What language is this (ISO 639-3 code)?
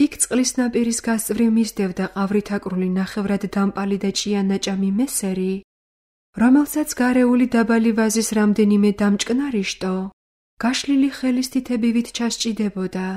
kat